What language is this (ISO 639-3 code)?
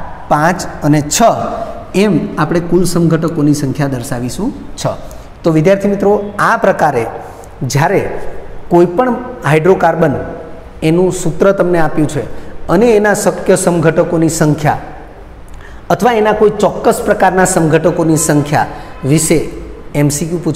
guj